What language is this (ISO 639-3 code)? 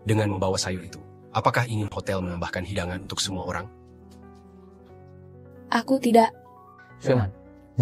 ind